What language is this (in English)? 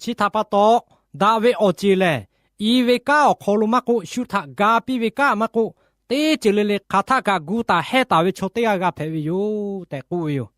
Lahu